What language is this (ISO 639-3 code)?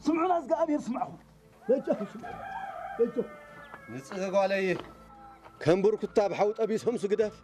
tir